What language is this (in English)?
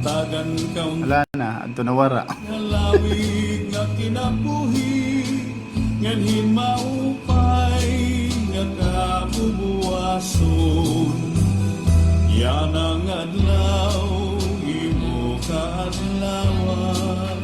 Waray